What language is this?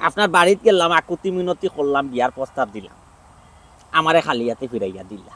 Sylheti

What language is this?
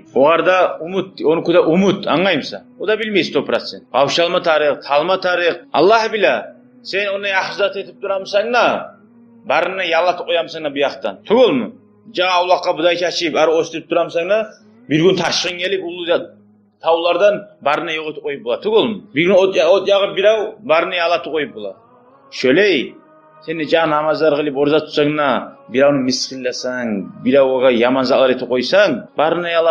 Kumyk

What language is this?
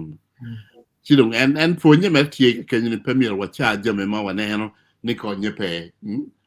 Acoli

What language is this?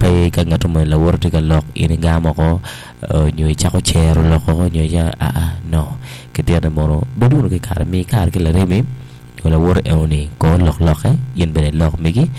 Acoli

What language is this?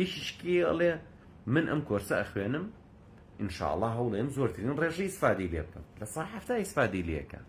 Central Kurdish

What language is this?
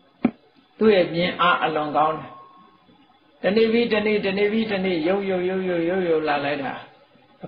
Burmese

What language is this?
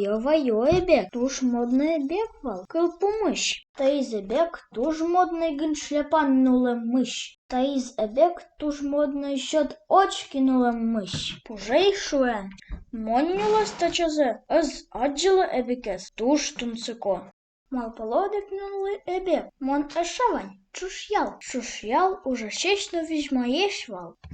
Udmurt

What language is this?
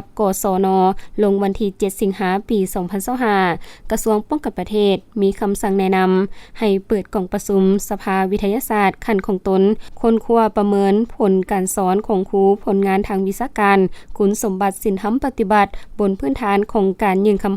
Lao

